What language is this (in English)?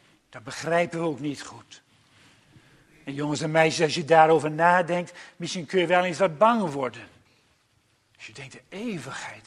Dutch